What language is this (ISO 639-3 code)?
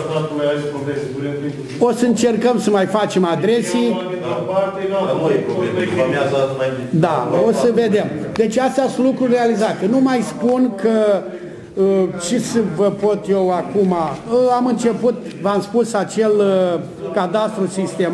ron